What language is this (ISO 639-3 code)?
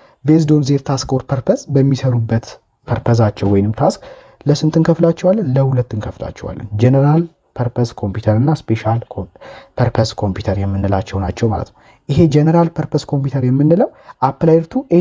amh